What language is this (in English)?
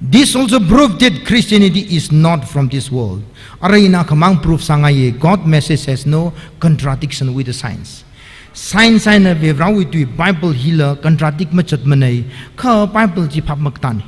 Tangkhul Naga (India)